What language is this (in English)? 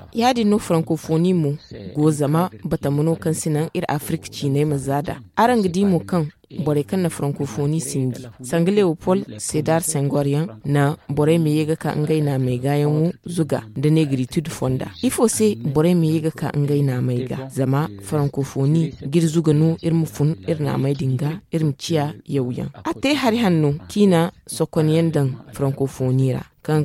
Zarma